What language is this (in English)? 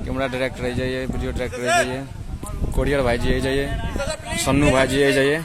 Maithili